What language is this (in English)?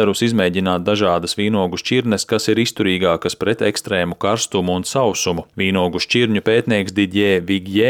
Latvian